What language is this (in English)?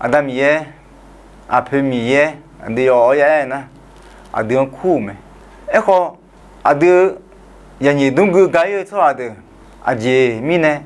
Akha